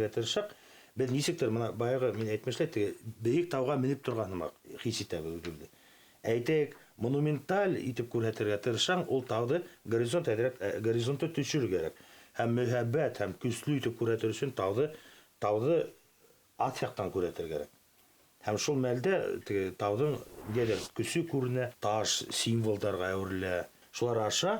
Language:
Bashkir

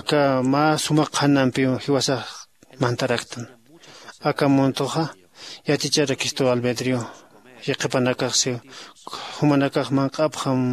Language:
Aymara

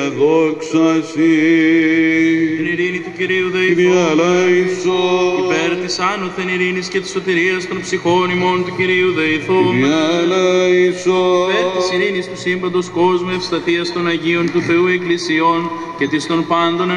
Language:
Greek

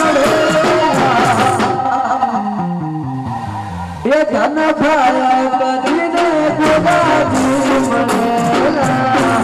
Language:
Gujarati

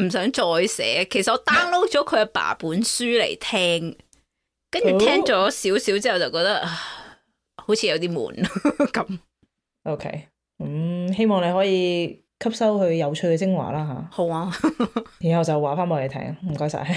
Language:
Cantonese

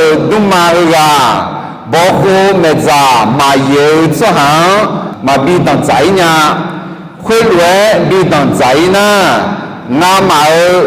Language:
Akha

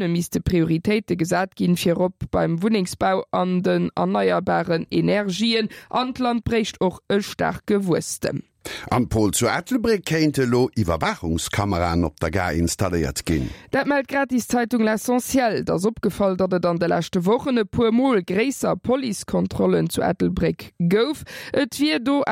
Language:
Luxembourgish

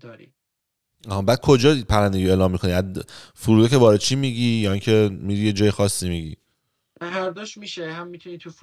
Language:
Persian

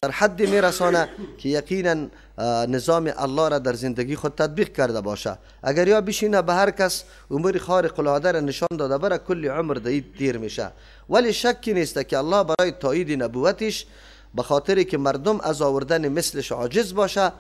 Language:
Persian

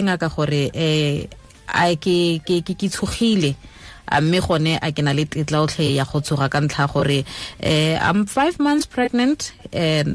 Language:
Tswana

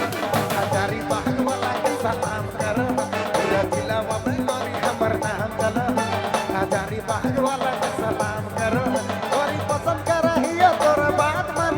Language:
Sadri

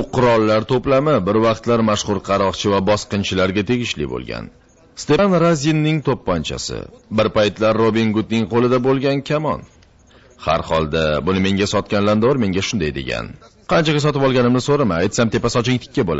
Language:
Uzbek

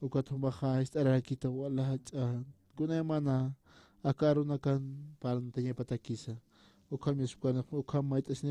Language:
Aymara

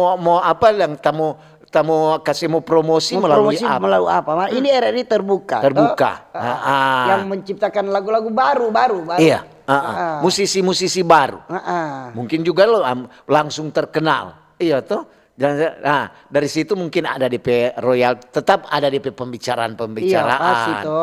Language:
Manado Malay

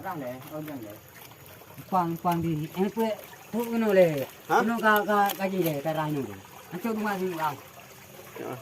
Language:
Achinese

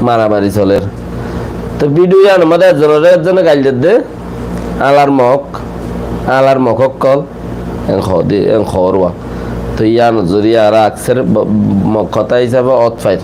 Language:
Rohingya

